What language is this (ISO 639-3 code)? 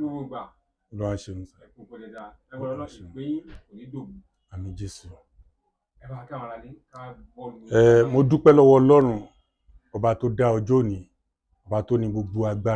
yor